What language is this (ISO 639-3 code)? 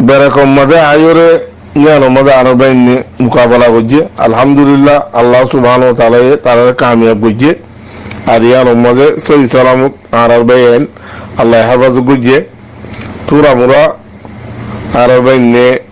rhg